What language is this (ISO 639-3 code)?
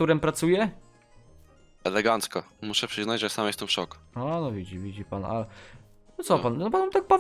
pol